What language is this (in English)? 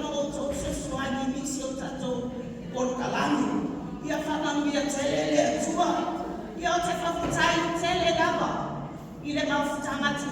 Samoan